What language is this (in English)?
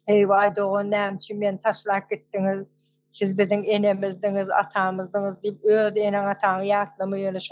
Turkmen